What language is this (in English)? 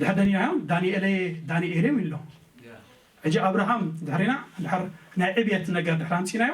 Tigrinya